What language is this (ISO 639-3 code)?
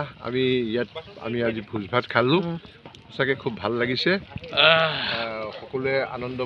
asm